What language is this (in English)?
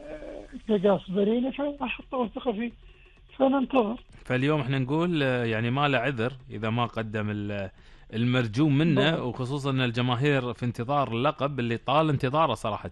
Gulf Arabic